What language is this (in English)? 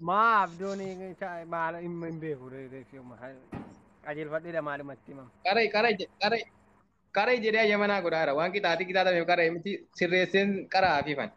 Oromo